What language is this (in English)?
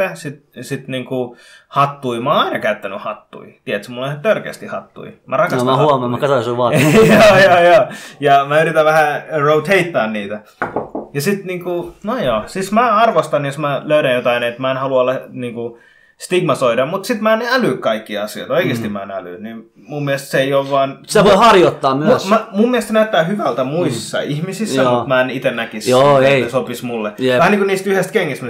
Finnish